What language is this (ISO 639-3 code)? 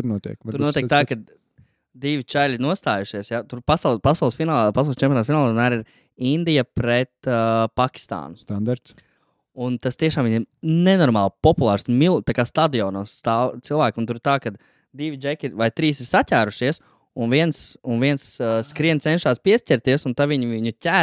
lav